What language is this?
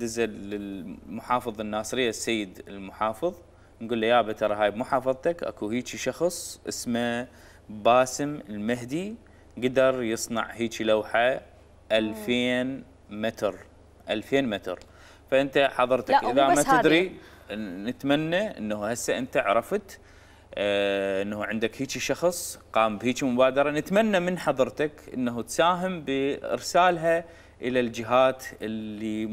Mesopotamian Arabic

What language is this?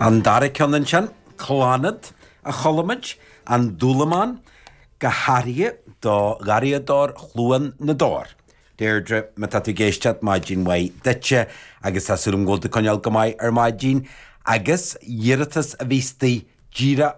Irish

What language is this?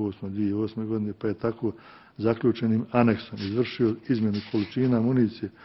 Bosnian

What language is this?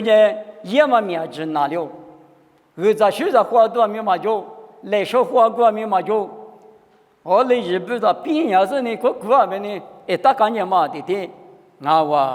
Lisu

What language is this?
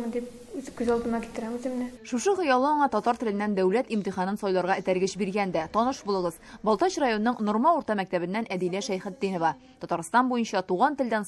Tatar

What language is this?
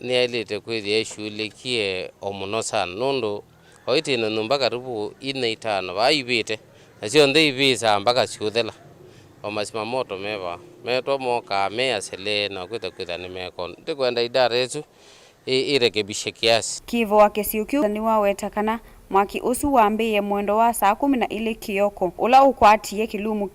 Kamba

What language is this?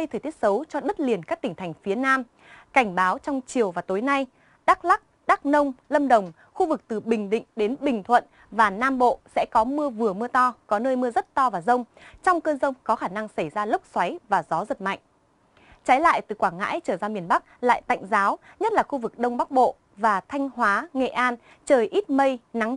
Vietnamese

